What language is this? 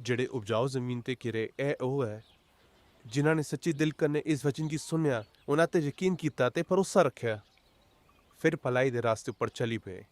Dogri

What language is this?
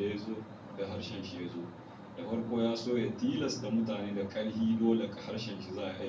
Hausa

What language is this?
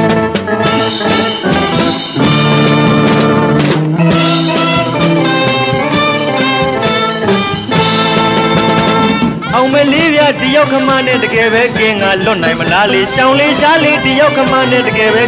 Burmese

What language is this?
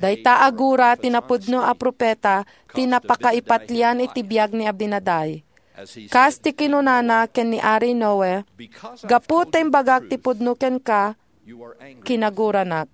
Iloko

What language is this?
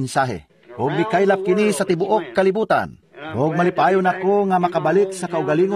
Cebuano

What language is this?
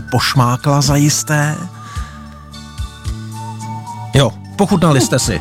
Czech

